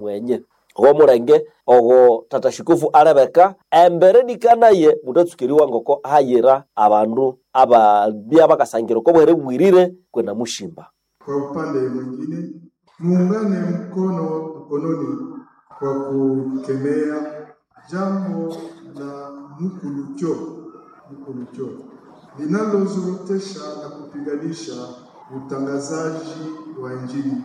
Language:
Nande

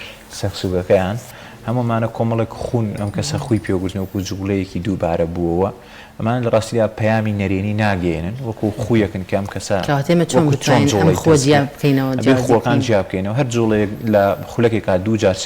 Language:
Central Kurdish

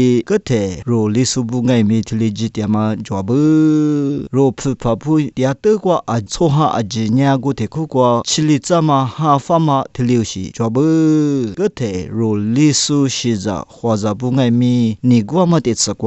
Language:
Lisu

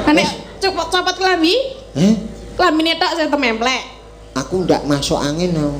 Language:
Javanese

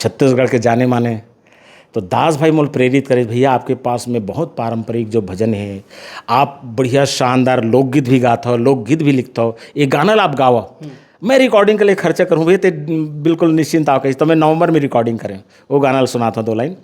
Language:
Chhattisgarhi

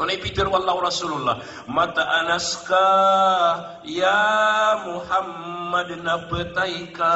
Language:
Maranao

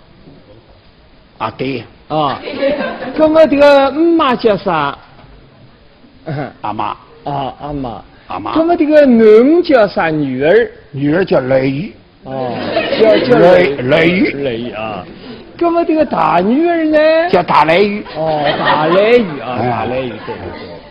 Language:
Wu Chinese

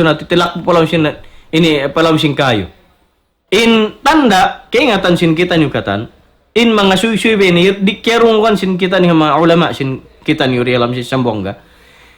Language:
Tausug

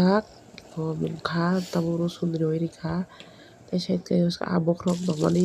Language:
Kok Borok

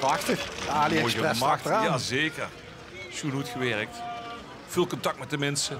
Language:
Limburgish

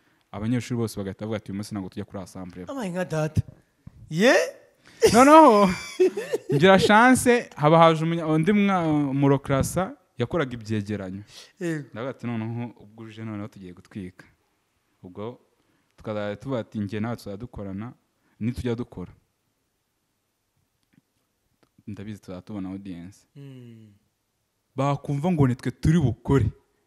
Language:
Kinyarwanda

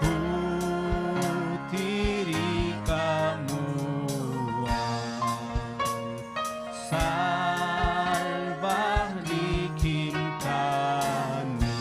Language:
Ayacucho Quechua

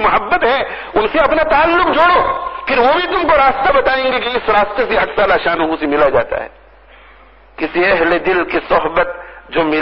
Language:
Urdu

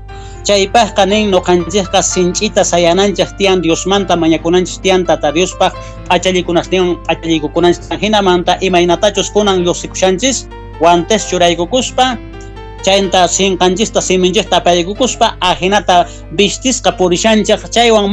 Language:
South Bolivian Quechua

